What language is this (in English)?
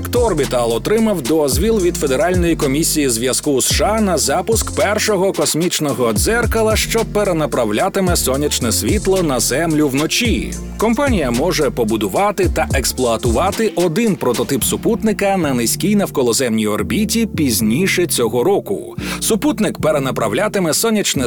Ukrainian